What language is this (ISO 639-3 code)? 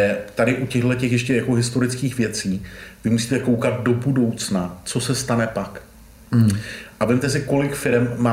ces